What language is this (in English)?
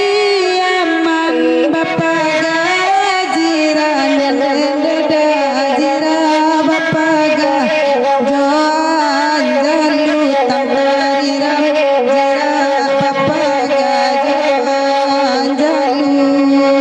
Minangkabau